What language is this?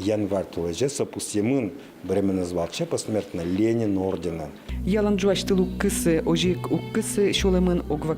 Udmurt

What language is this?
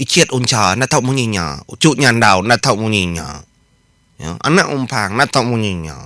Iban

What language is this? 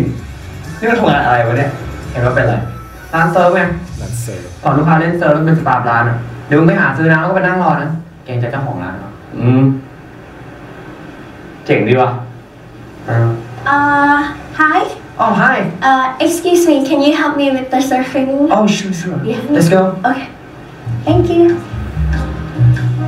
Thai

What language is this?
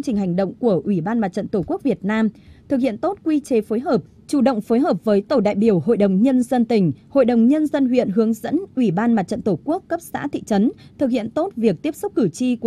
Vietnamese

